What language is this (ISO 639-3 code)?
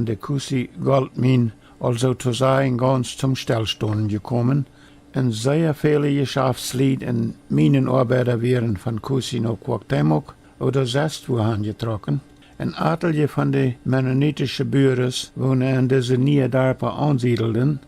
pdt